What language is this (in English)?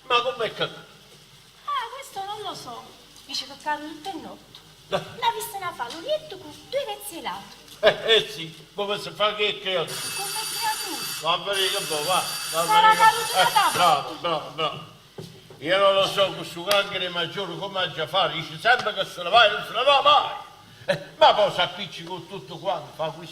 Neapolitan